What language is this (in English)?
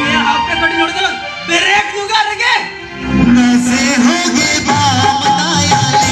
Santali